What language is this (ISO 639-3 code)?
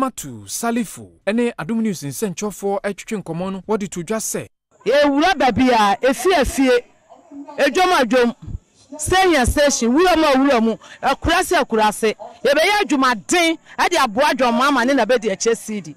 aka